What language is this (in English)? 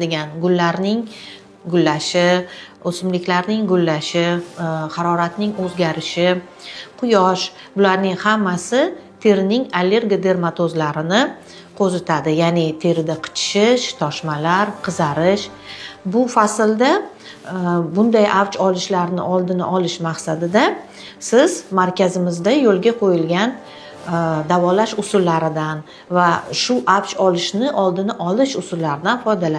Uzbek